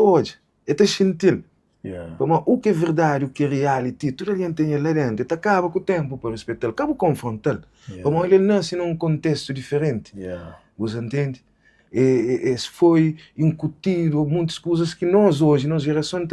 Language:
Kabuverdianu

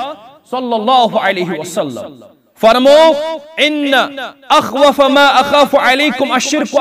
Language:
Kashmiri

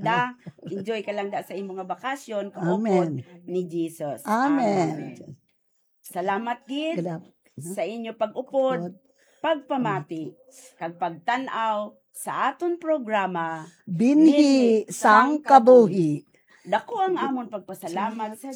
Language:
Hiligaynon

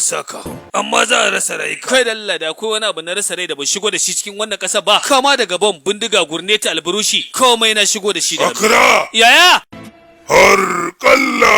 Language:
Hausa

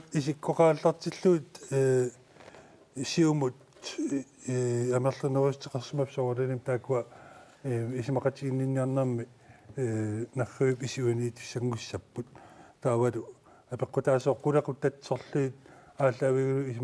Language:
Kalaallisut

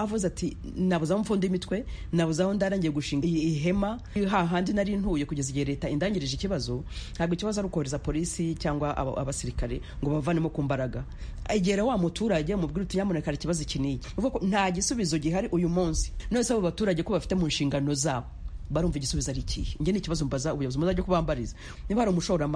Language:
Kinyarwanda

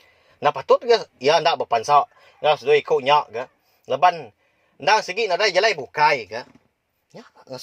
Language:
Iban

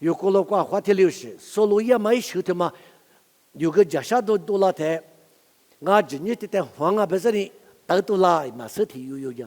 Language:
Lisu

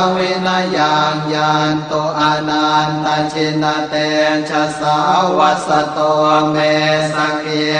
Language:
Pali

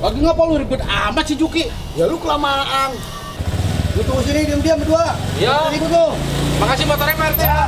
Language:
Betawi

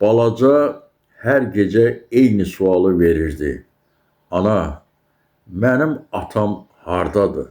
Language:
Azerbaijani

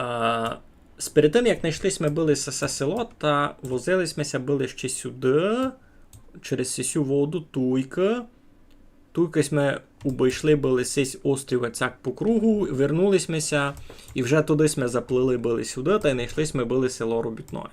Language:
Rusyn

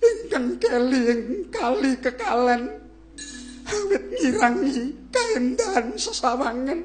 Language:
Javanese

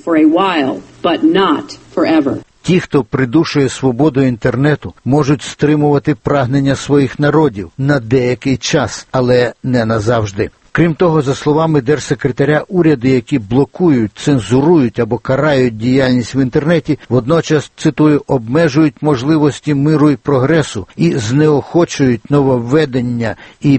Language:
Ukrainian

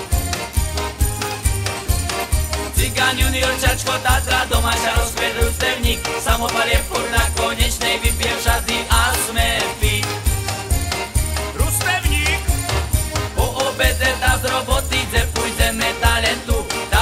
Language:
Slovak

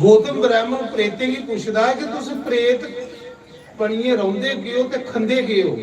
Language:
Dogri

